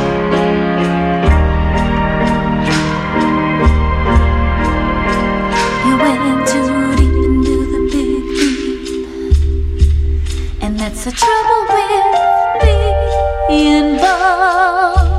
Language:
Basque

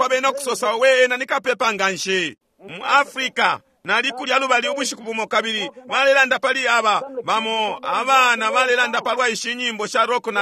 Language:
Bemba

